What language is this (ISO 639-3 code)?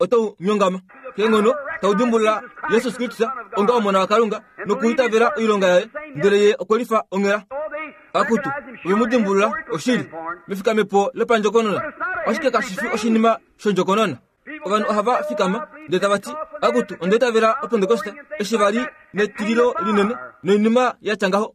kua